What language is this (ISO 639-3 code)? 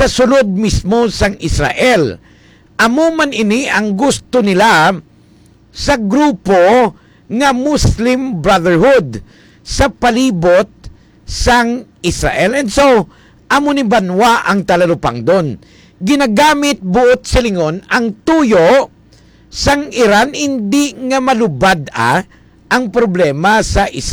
hil